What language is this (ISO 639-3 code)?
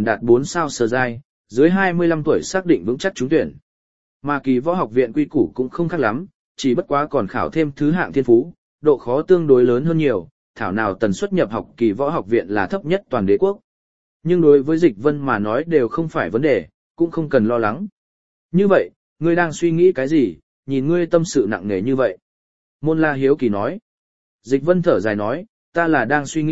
vie